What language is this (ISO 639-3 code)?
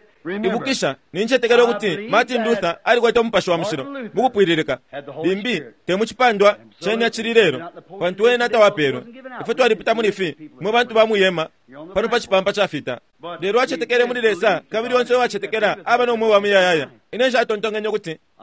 bem